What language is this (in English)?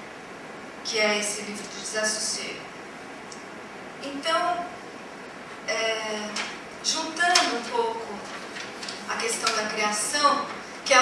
Portuguese